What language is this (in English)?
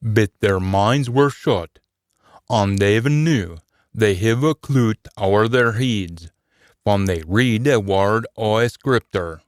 Scots